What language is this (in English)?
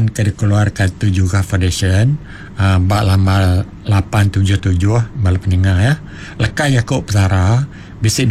Iban